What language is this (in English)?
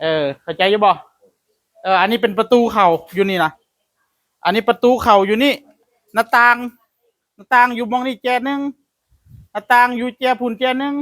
Northeastern Thai